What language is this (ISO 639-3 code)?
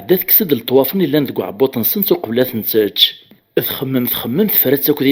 kab